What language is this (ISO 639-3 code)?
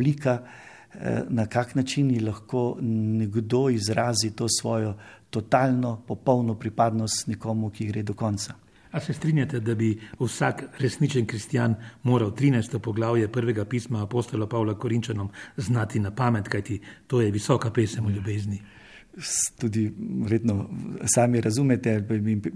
slv